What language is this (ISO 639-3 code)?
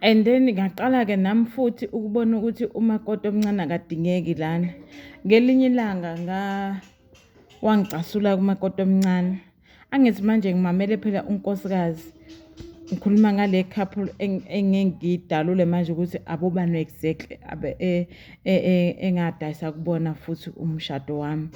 zul